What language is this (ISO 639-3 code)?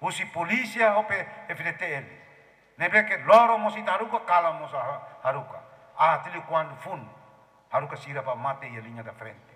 tet